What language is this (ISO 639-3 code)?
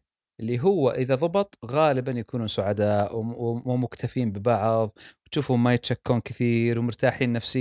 afb